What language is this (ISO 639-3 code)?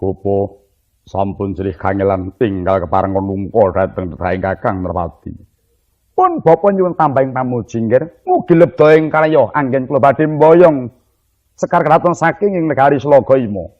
jav